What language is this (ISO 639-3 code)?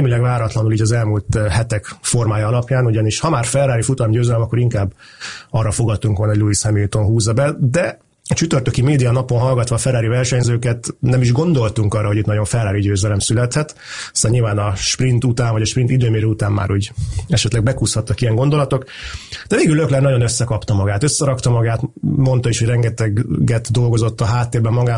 hun